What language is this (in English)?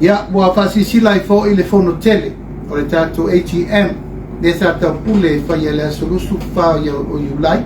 Samoan